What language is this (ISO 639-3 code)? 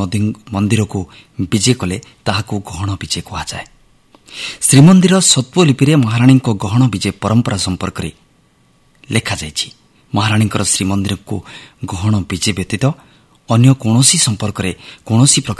ori